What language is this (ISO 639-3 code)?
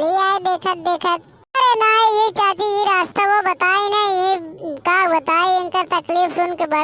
awa